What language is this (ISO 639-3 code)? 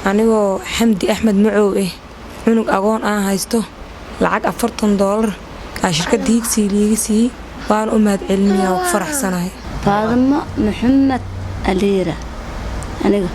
som